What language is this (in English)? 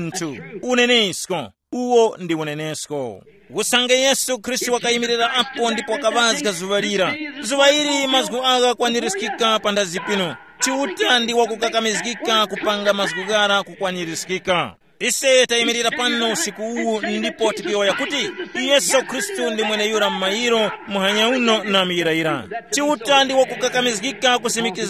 Tumbuka